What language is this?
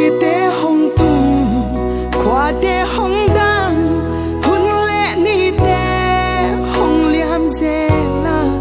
Paite Chin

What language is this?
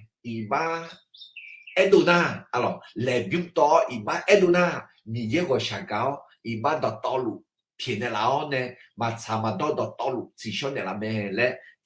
Akha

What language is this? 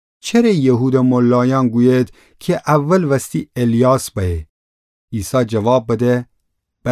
Gilaki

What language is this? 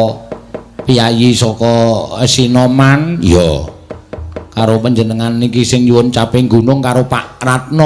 Javanese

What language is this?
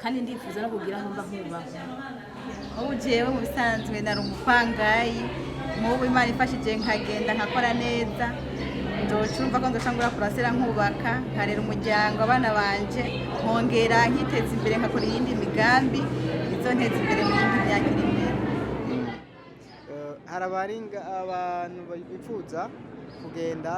Rundi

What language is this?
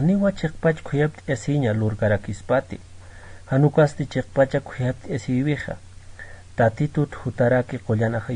Aymara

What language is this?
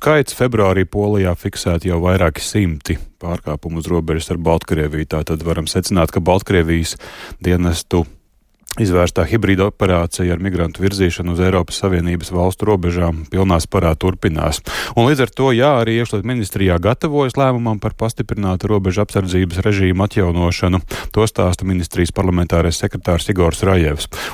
Latvian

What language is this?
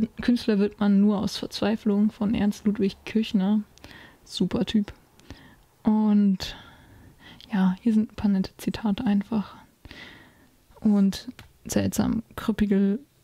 German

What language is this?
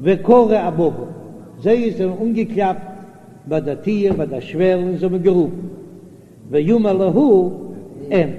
Yiddish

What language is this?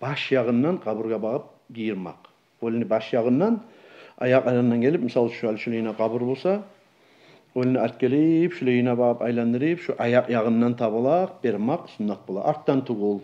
Kumyk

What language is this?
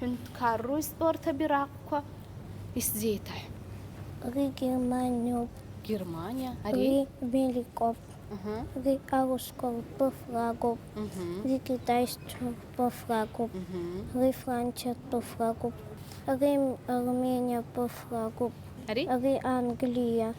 Abkhazian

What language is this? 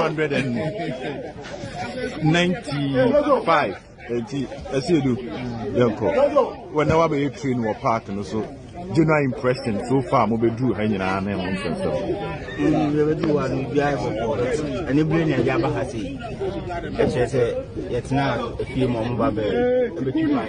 Akan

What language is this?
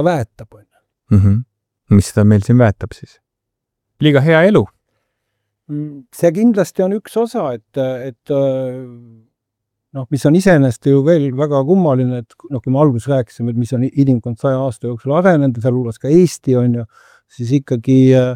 Estonian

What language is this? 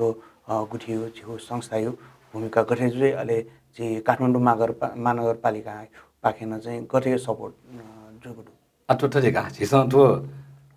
Newari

